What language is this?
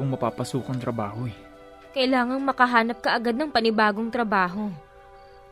Filipino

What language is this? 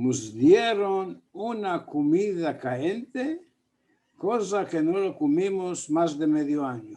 Ladino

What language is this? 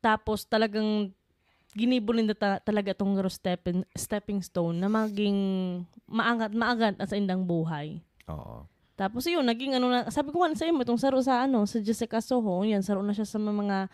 Bikol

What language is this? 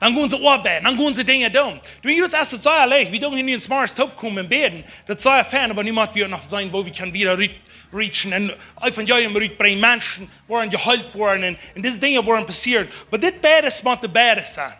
Plautdietsch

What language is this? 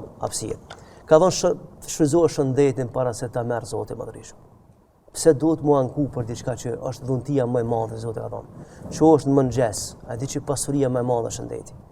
Albanian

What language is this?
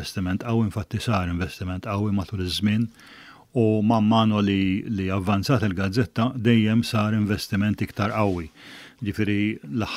Maltese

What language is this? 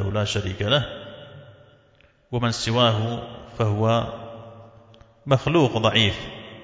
Arabic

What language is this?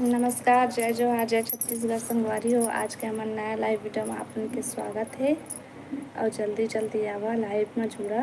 Chhattisgarhi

